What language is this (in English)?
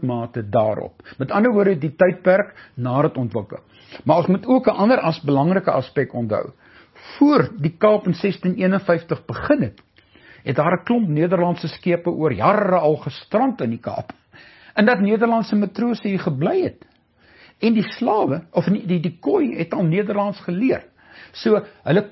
Afrikaans